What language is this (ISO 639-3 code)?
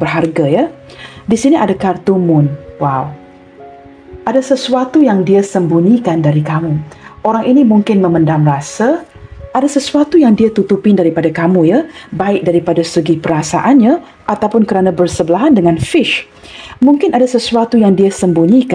msa